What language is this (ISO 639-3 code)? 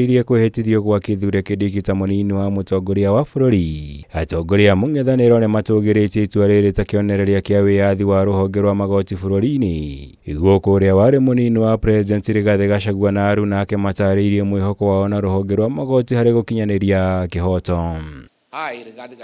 kik